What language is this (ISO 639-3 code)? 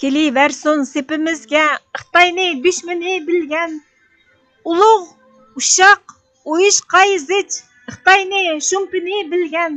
uig